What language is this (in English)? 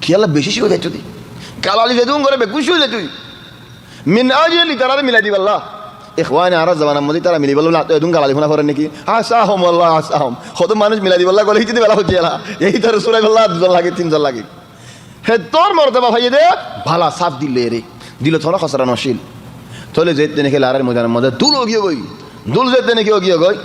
Rohingya